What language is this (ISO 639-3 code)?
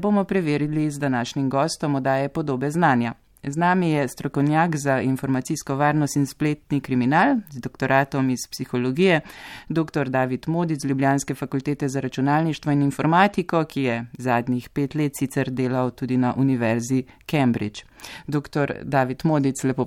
slv